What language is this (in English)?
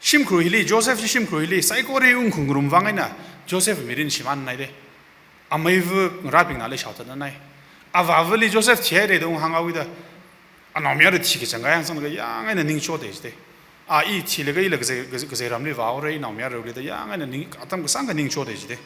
Tangkhul Naga (India)